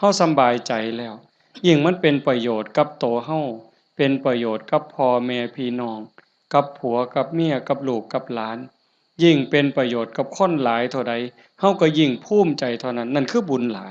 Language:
Lao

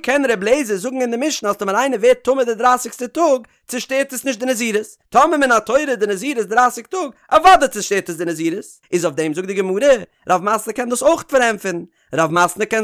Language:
Yiddish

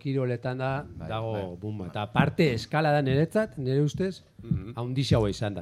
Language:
Basque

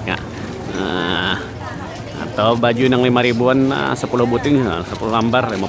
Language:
Banjar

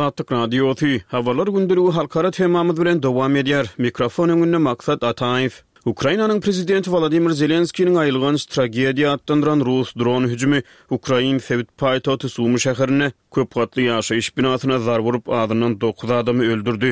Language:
Turkmen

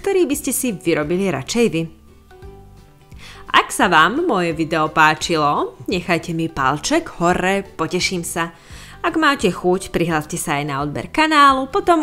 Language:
Slovak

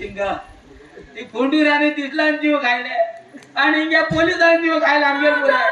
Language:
Konkani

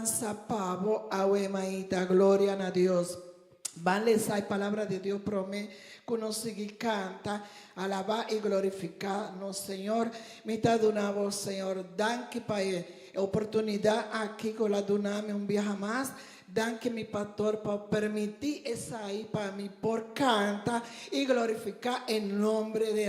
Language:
Papiamento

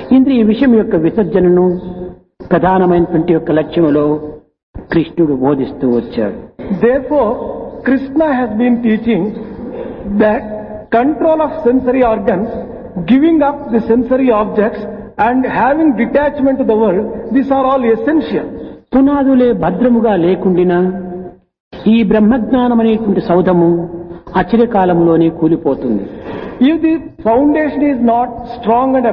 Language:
Telugu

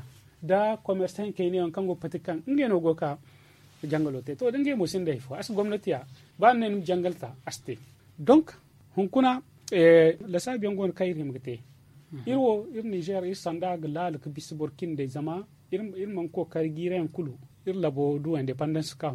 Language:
Zarma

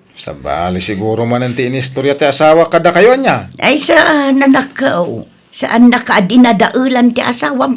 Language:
Iloko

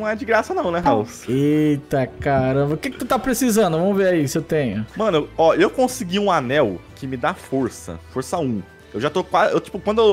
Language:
Portuguese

